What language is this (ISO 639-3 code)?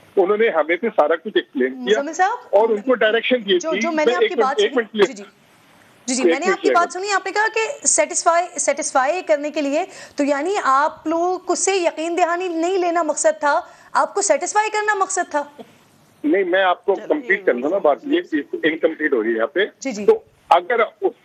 urd